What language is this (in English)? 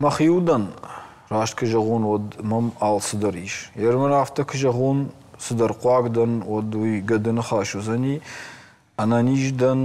Ossetic